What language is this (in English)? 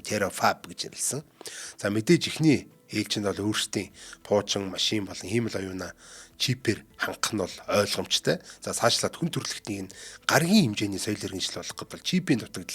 Mongolian